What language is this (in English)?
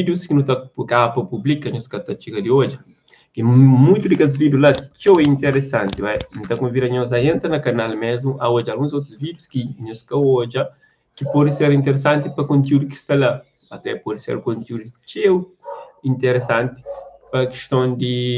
Kabuverdianu